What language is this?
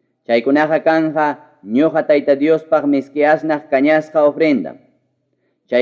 Ayacucho Quechua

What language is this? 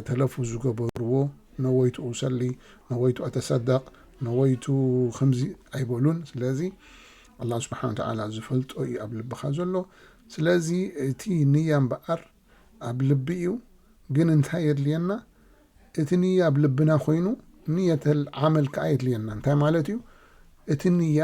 Tigrinya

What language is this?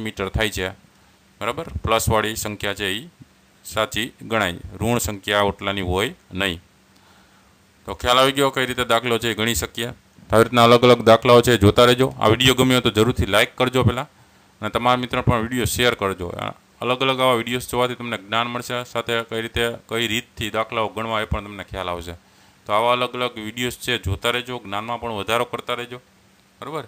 Gujarati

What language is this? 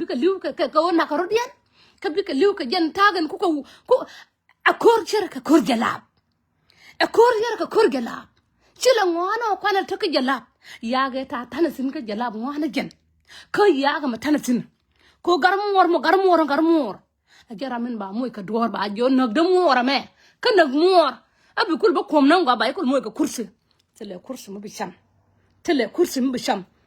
Nuer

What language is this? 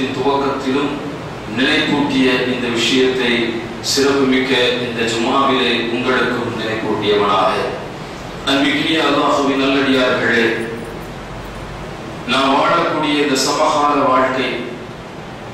Tamil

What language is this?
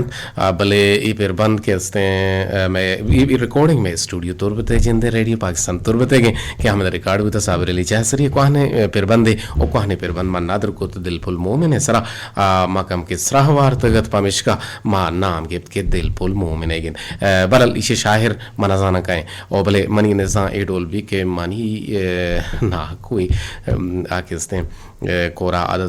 Eastern Balochi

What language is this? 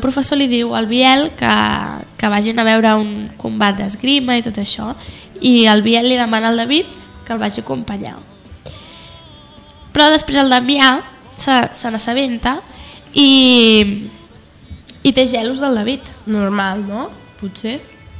Catalan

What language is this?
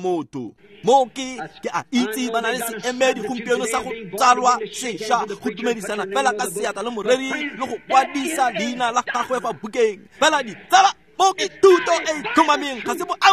Tswana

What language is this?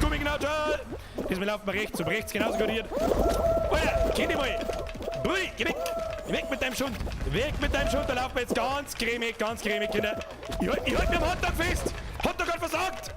Bavarian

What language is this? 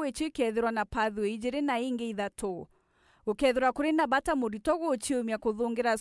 Meru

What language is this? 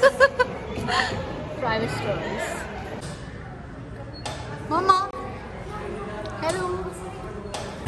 Hindi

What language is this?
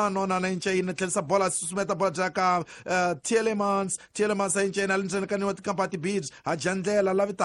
Tsonga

